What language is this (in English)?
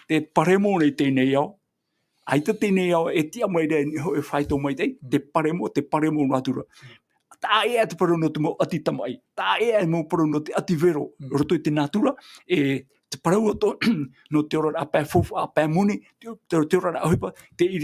Tahitian